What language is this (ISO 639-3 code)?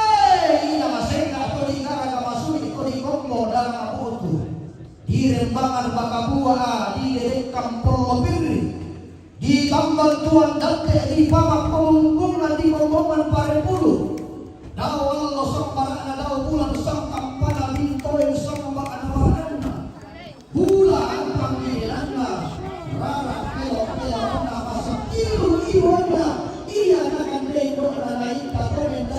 sda